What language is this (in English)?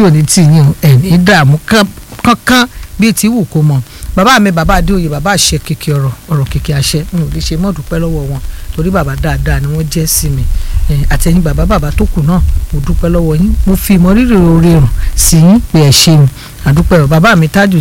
Yoruba